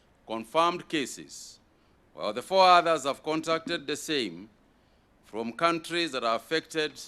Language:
Kikuyu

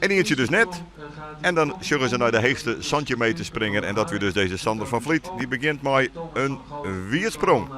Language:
Western Frisian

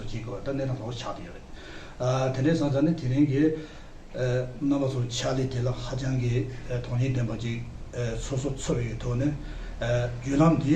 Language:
Tibetan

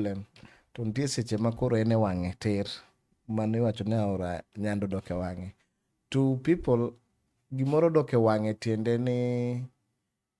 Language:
Luo (Kenya and Tanzania)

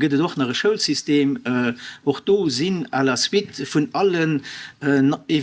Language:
Luxembourgish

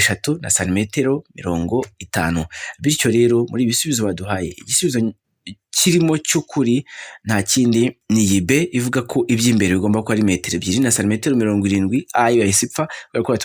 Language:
Kinyarwanda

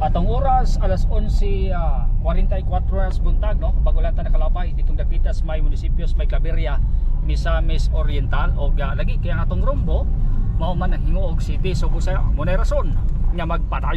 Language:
Cebuano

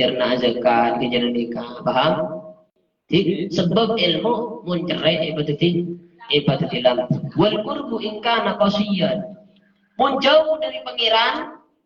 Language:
Madurese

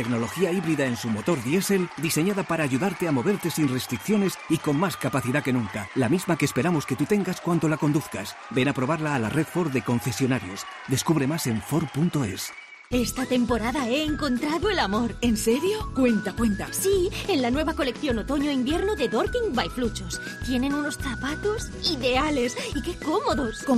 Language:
Spanish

